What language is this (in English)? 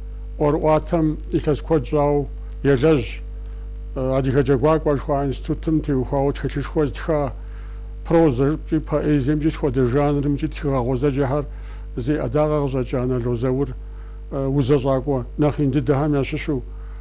Kabardian